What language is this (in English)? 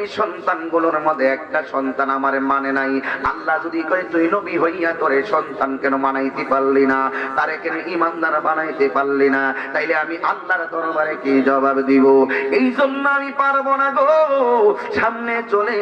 Bangla